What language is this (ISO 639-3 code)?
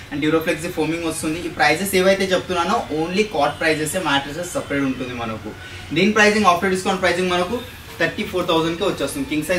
tel